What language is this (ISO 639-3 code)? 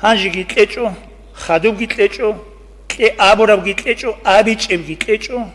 ava